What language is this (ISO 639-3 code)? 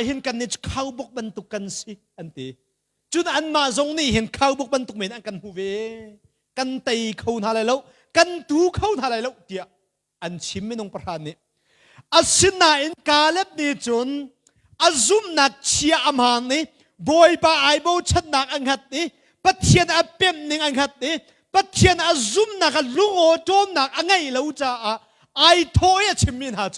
cnh